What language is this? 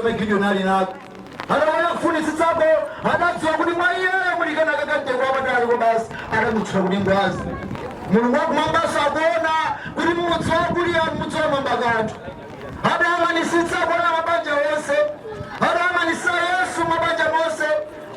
Nyanja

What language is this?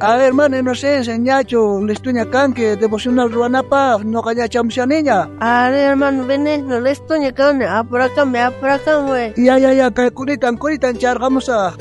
South Bolivian Quechua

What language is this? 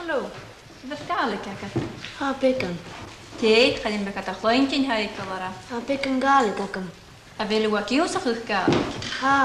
Scottish Gaelic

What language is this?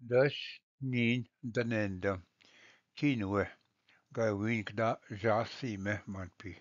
Ojibwa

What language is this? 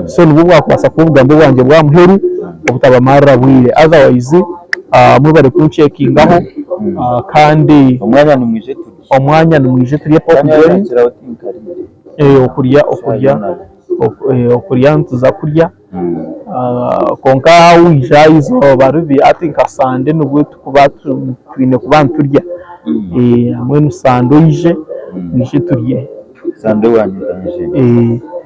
Nyankole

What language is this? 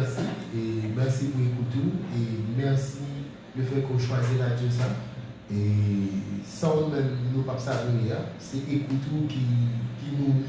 Haitian Creole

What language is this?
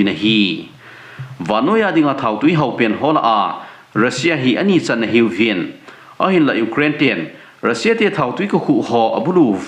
Thado Chin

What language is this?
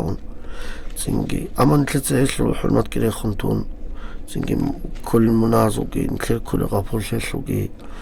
Avaric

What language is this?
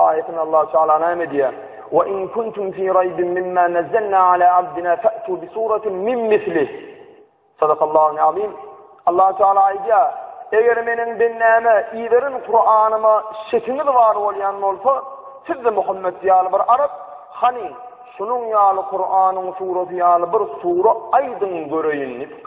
Turkmen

